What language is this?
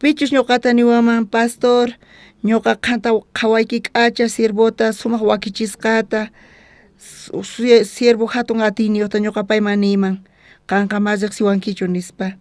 South Bolivian Quechua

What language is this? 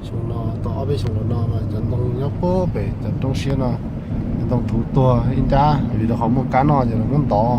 Hmong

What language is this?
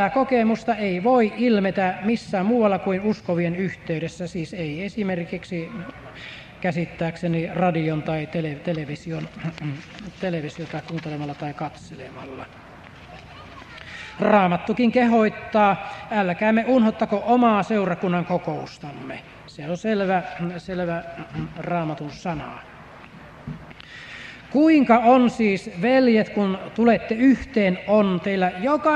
Finnish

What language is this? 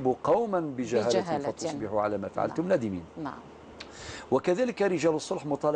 Algerian Arabic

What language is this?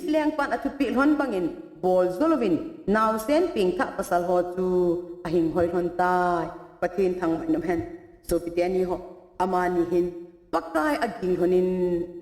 Thado Chin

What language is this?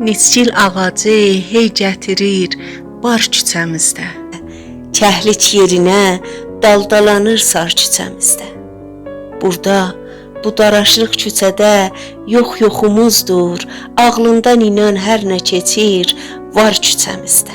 South Azerbaijani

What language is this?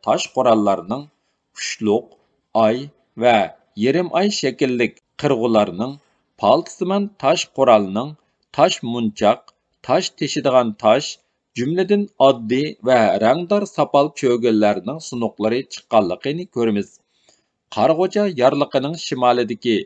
Uyghur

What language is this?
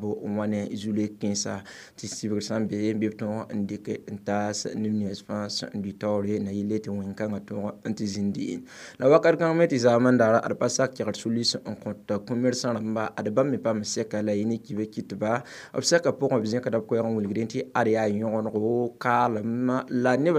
Mossi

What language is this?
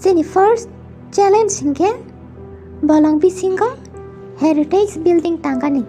Kok Borok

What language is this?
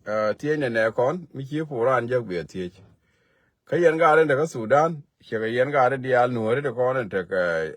Nuer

